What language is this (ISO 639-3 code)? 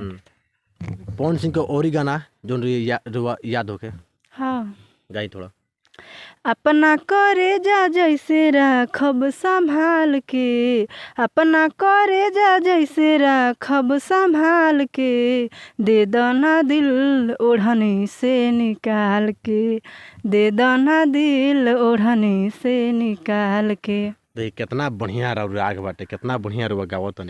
bho